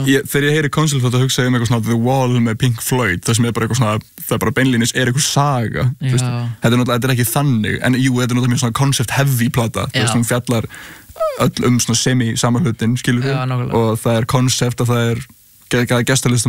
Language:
Icelandic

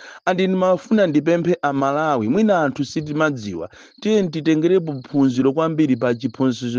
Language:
Nyanja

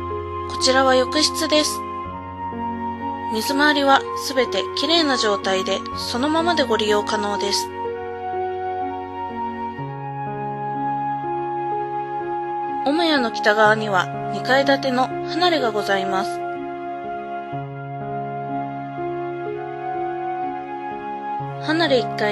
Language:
Japanese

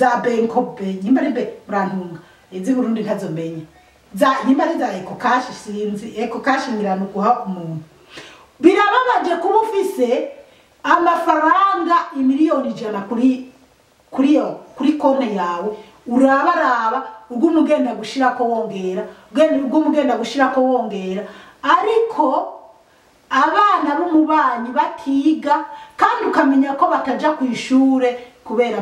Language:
Rundi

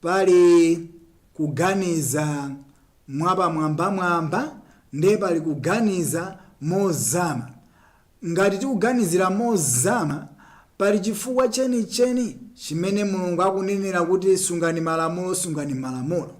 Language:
Nyanja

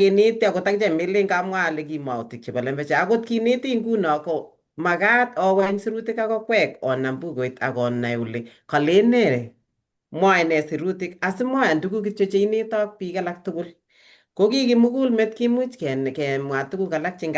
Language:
Kalenjin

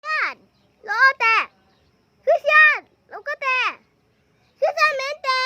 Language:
Mizo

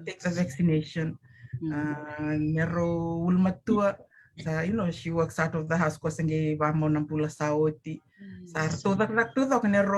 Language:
Fijian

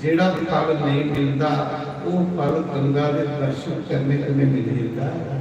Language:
Dogri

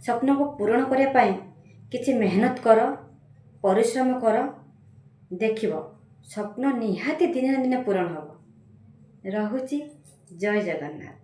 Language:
Odia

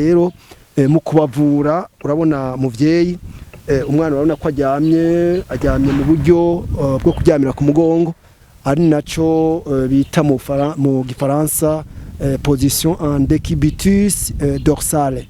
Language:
Rundi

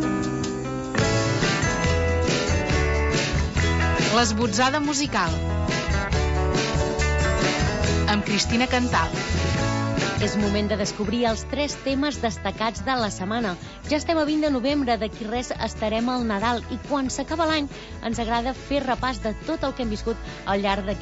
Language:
Catalan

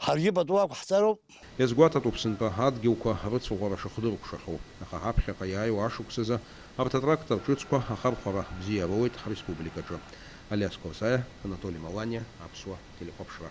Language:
Abkhazian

